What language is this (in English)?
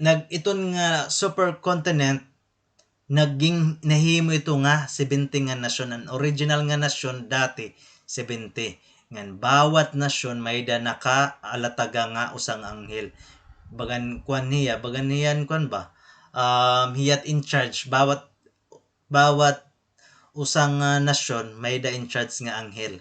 Waray